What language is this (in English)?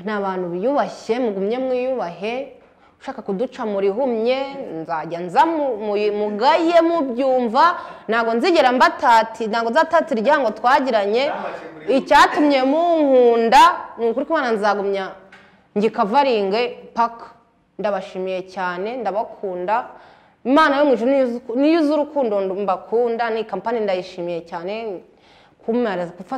Kinyarwanda